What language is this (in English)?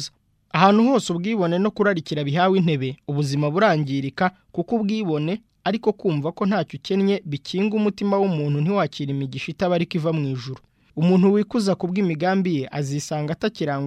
Kinyarwanda